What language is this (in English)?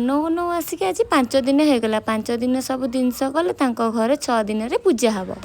Odia